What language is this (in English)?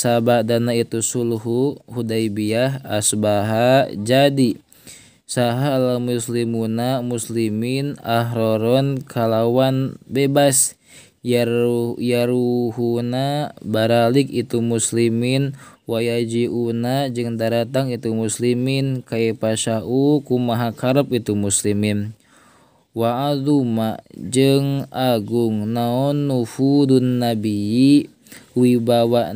Sundanese